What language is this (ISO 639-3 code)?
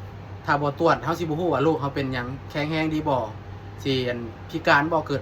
lao